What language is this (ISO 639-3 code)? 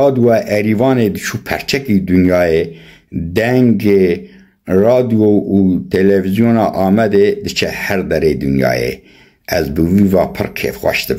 kur